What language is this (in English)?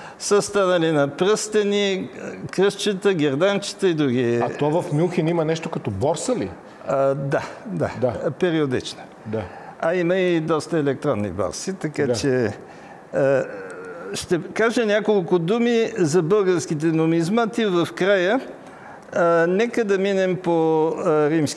Bulgarian